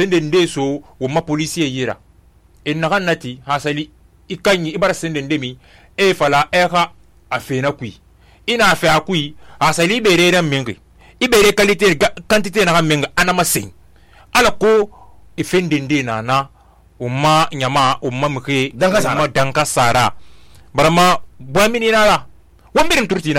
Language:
Susu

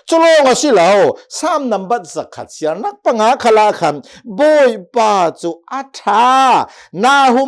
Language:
Hakha Chin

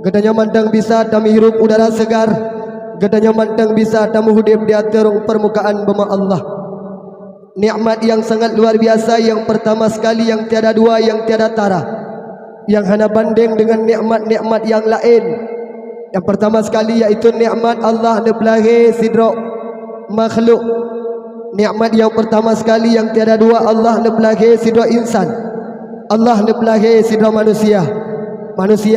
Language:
Achinese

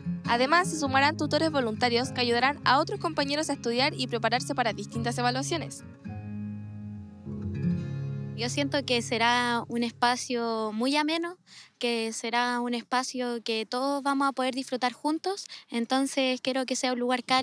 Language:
Spanish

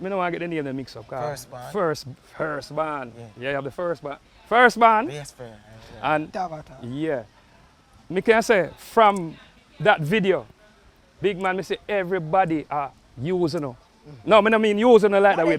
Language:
Jamaican Creole English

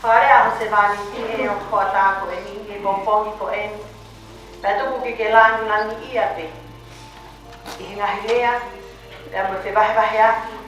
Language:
Tongan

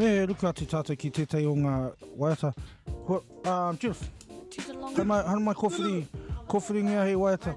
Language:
Māori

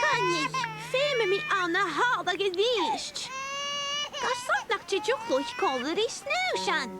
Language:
Scottish Gaelic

